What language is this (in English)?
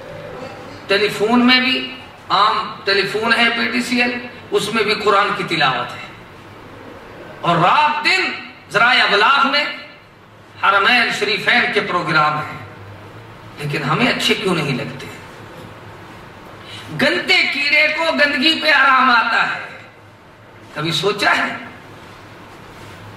Urdu